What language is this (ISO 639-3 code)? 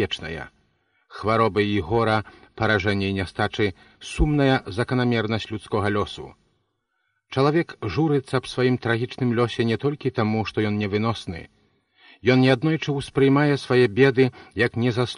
bel